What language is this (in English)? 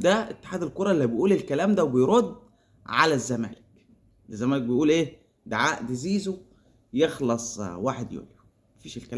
Egyptian Arabic